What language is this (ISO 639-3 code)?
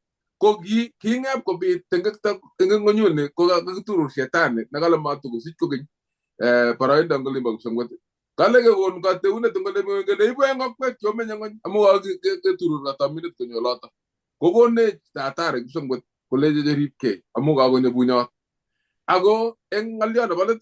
kln